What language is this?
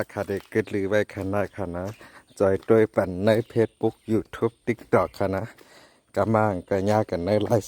Shan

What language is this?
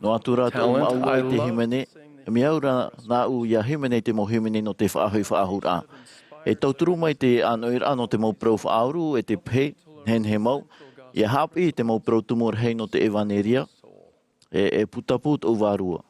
Tahitian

